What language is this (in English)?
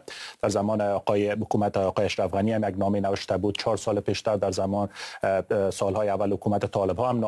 Persian